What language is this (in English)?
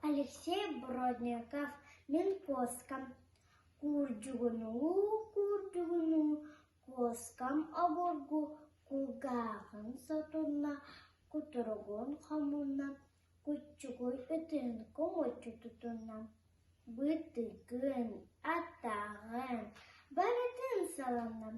Yakut